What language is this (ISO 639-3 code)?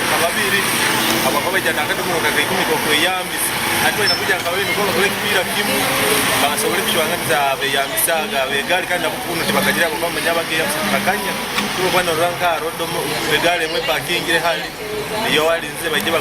nyn